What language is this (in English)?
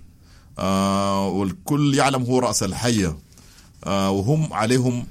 Sudanese Arabic